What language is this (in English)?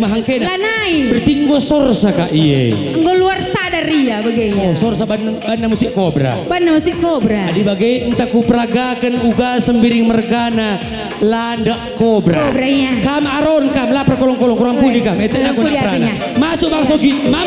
Batak Karo